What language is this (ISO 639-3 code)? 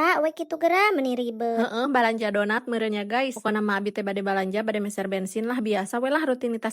sun